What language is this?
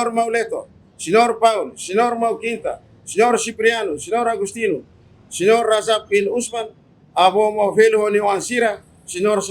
Tetum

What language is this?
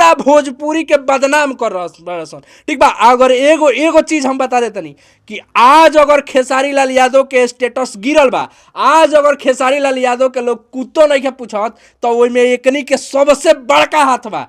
Bhojpuri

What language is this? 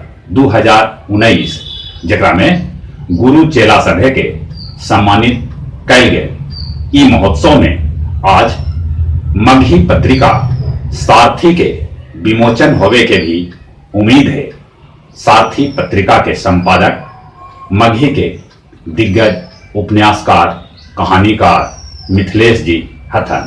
Magahi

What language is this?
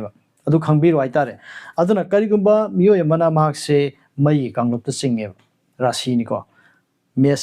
Manipuri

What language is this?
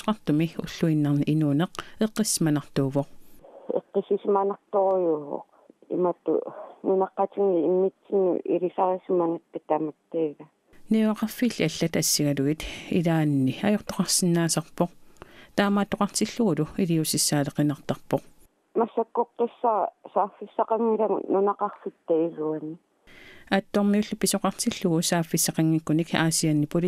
Kalaallisut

